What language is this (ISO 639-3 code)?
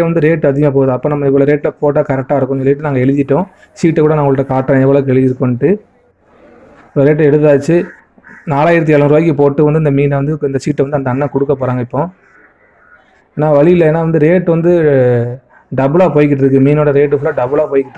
tam